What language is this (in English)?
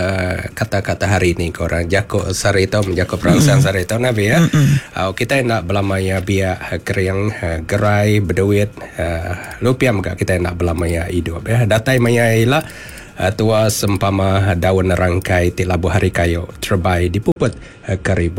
Iban